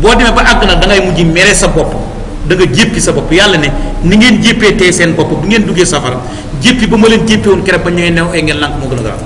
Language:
Wolof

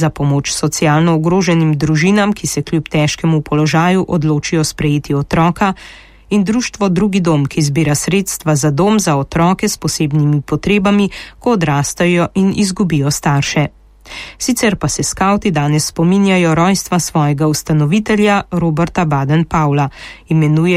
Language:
Slovenian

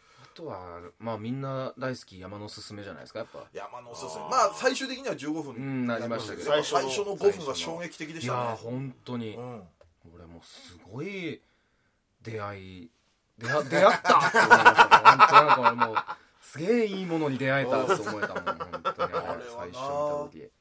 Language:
Japanese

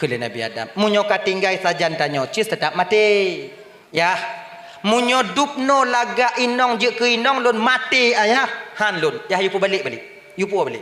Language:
Achinese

